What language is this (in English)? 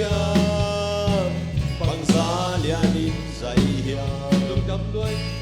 Tedim Chin